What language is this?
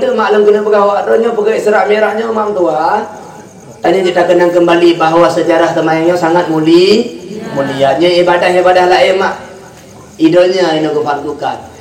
Achinese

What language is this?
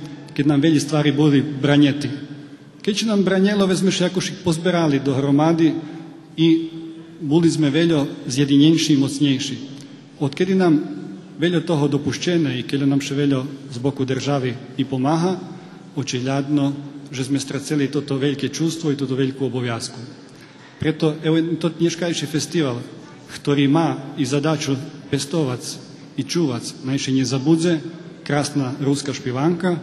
Rusyn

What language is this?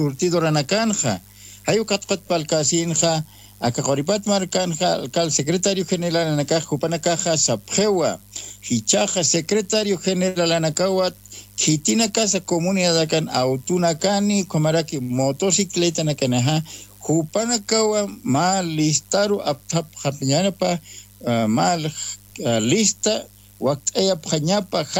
Aymara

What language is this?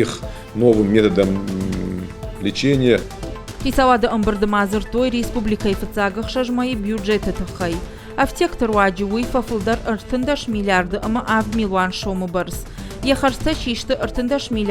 Ossetic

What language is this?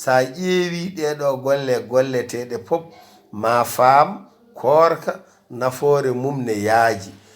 Fula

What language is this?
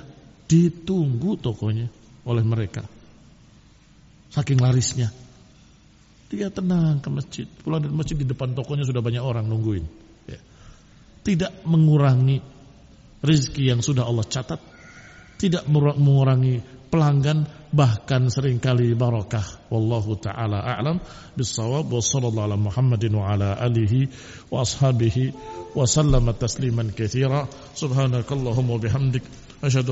Indonesian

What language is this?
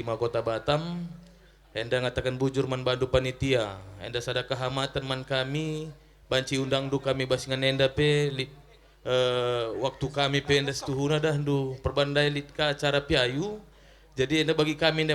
Batak Karo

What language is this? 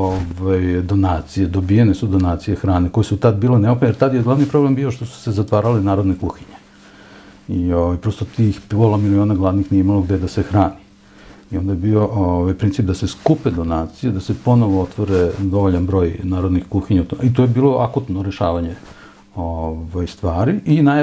Serbian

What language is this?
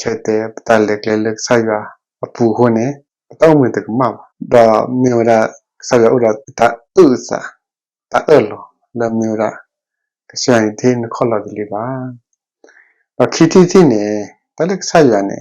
S'gaw Karen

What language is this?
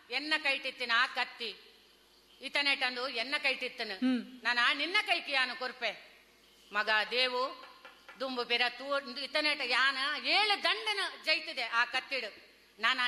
Tulu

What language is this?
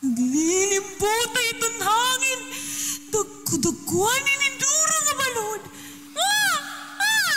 Waray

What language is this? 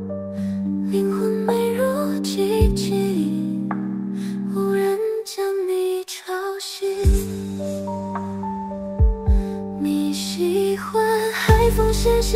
Chinese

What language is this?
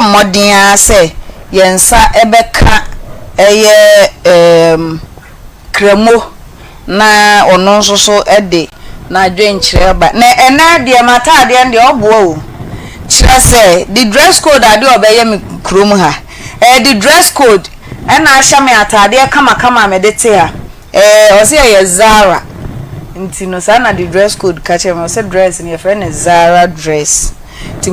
Akan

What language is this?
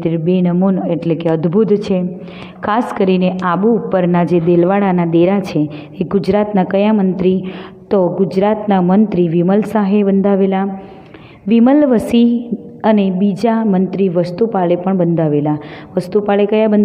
Gujarati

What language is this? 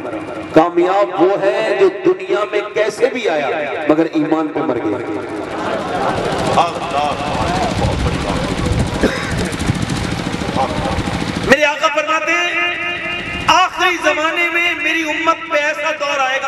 Urdu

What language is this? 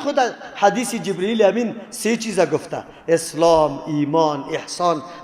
Persian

